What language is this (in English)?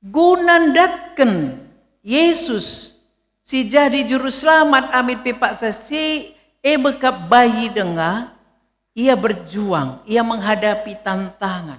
Batak Karo